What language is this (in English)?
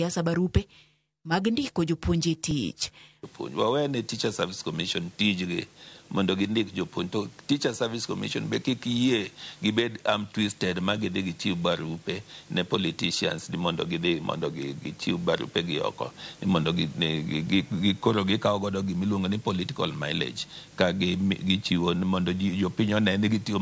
Luo (Kenya and Tanzania)